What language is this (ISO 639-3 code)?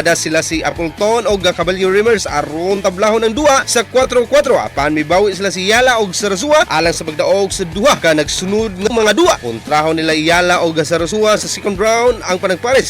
ceb